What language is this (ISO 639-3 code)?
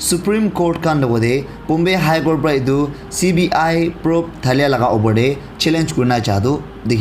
nag